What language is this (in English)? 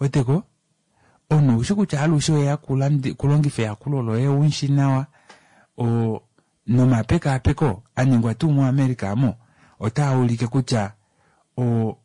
Kuanyama